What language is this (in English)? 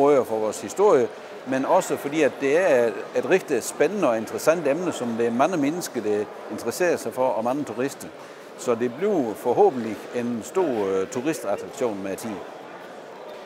Danish